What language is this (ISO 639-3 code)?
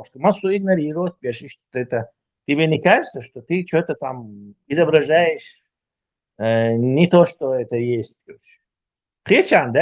che